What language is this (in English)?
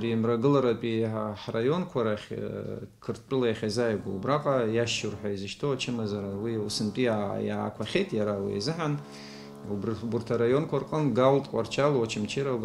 Abkhazian